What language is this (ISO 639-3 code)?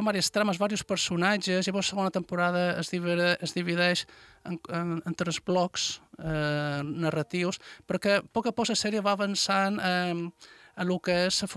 cat